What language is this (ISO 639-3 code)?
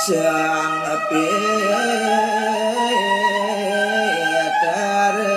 ban